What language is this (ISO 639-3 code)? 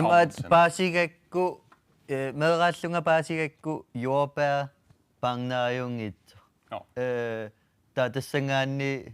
kal